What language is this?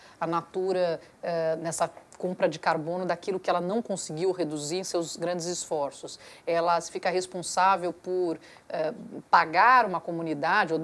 Portuguese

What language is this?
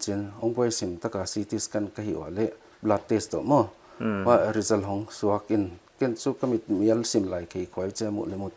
Paite Chin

